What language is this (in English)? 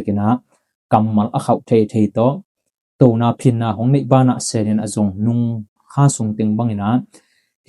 Tedim Chin